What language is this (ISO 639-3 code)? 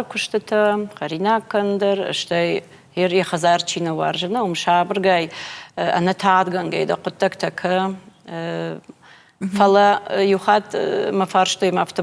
oss